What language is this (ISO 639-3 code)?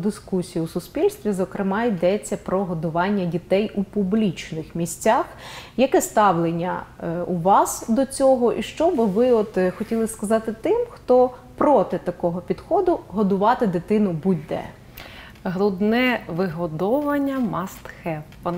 ukr